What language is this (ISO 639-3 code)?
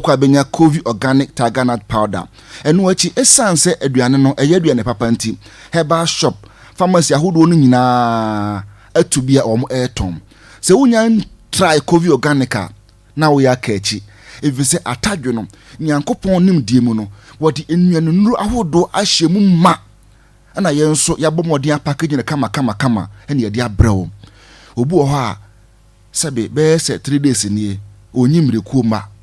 aka